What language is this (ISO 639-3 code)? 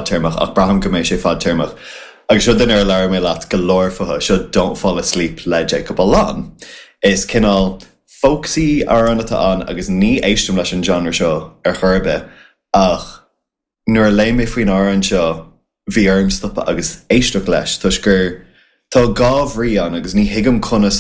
gle